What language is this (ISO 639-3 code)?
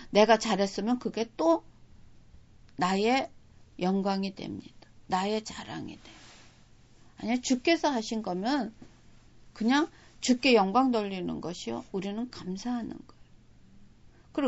kor